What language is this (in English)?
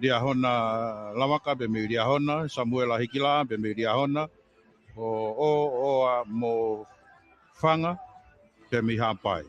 Tongan